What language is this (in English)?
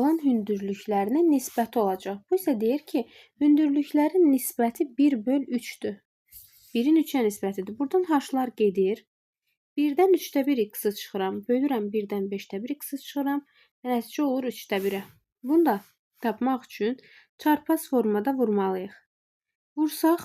Azerbaijani